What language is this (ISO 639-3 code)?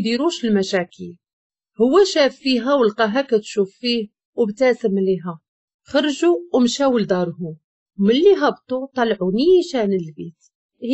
ary